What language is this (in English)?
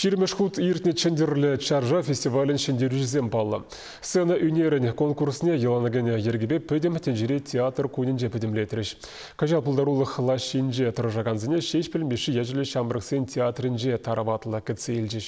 Chuvash